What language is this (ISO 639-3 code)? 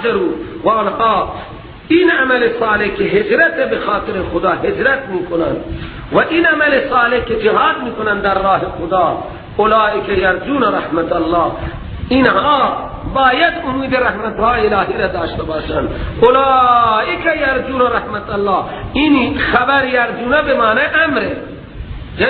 fas